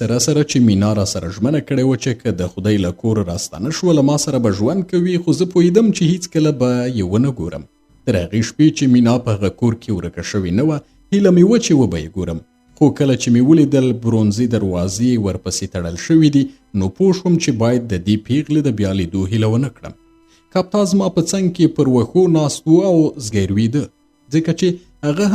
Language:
Pashto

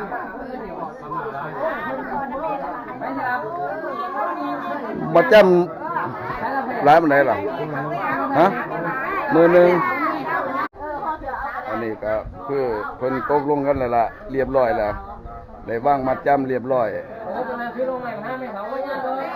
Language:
Northeastern Thai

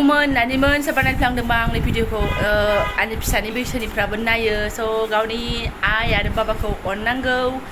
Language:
Bodo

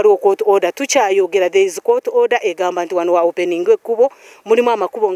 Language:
Ganda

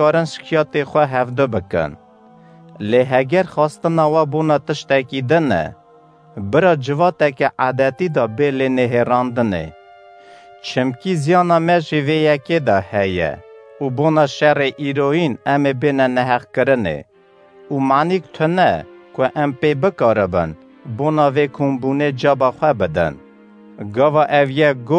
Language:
Kurdish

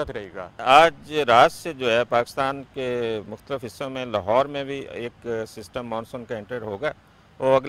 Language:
Urdu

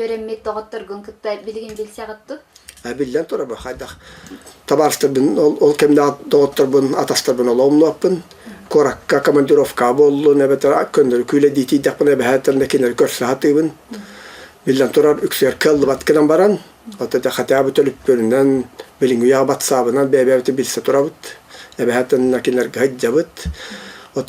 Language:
Yakut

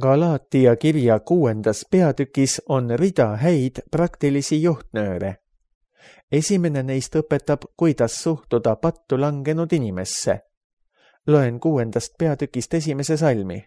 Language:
Estonian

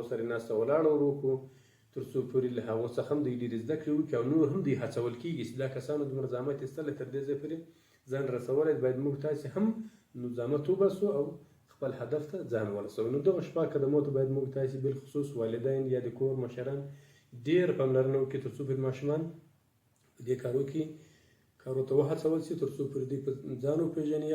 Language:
Pashto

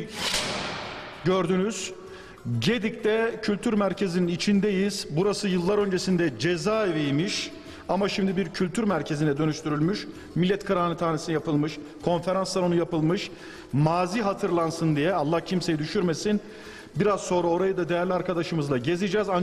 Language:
Turkish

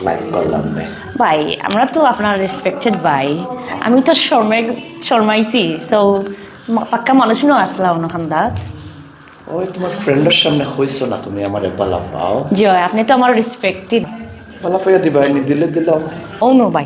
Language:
Sylheti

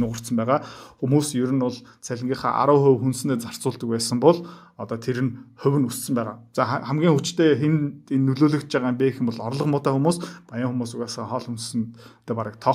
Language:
Mongolian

